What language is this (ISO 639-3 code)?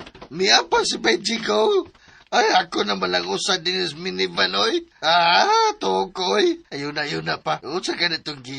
ceb